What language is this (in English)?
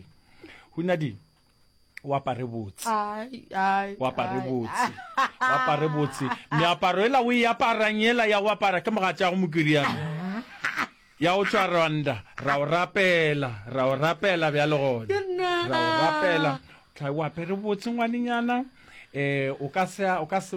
Northern Sotho